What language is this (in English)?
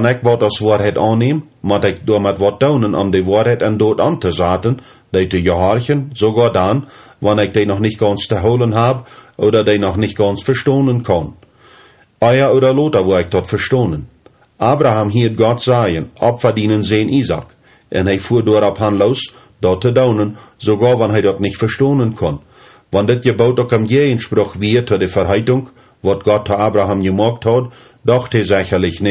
Plautdietsch